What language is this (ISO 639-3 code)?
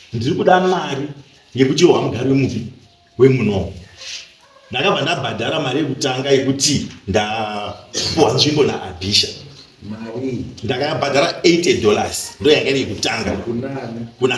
sna